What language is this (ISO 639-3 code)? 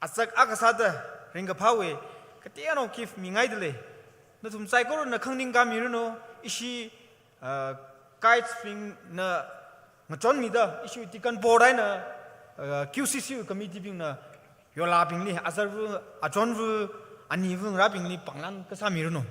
nmf